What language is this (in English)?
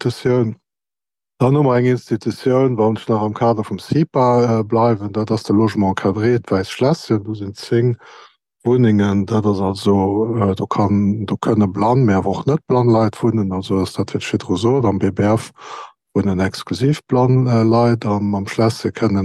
Luxembourgish